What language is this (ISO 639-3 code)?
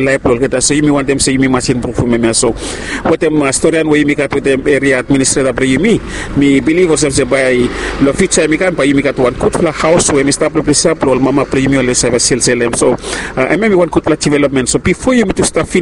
bis